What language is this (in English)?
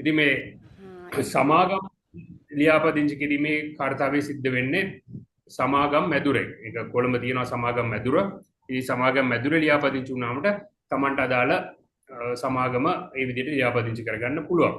Sinhala